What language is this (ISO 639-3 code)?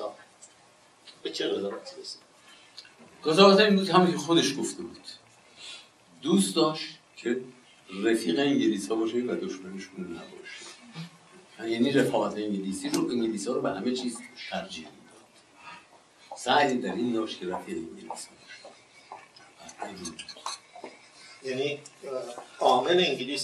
fas